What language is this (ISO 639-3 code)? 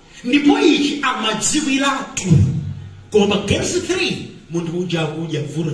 nya